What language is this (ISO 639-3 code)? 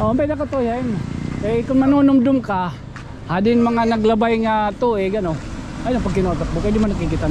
war